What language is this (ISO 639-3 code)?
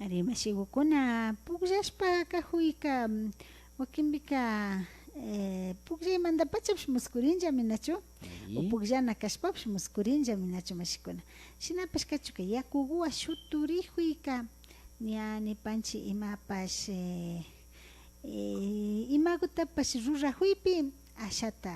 qvi